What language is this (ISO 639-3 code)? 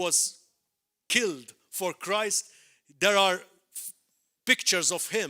eng